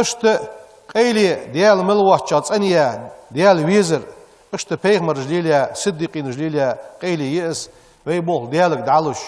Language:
Ingush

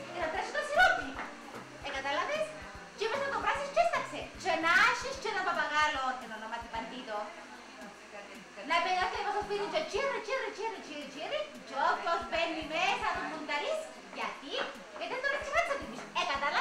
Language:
Greek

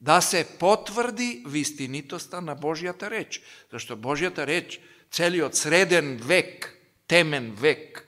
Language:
Macedonian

